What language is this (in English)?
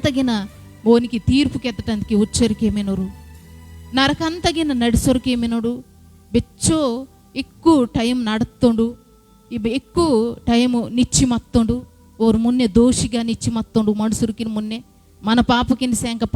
Koya